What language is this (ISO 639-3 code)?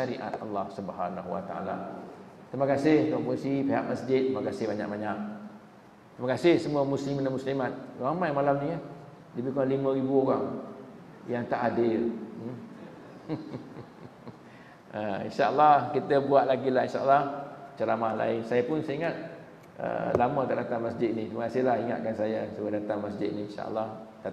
msa